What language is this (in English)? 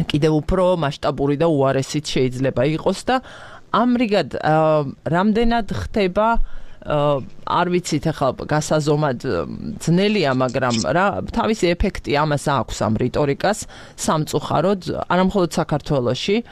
Georgian